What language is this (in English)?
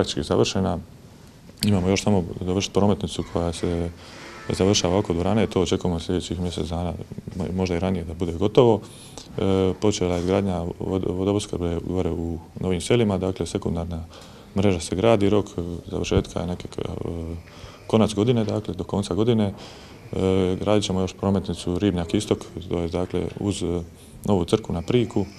Croatian